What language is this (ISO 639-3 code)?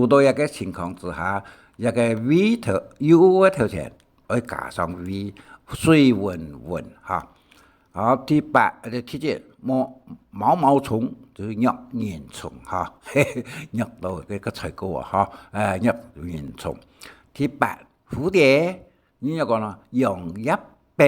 hak